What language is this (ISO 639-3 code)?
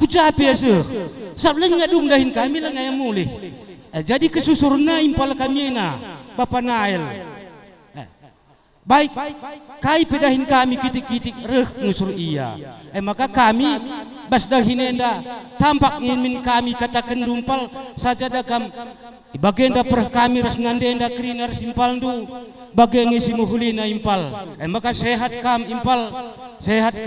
btx